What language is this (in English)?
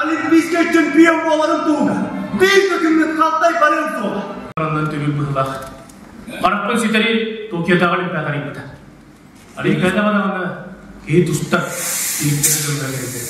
Yakut